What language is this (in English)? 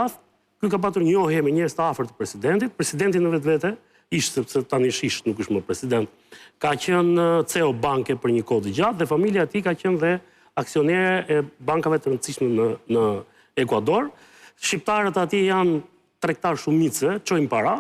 Albanian